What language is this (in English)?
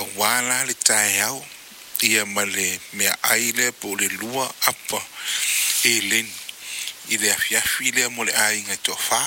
Samoan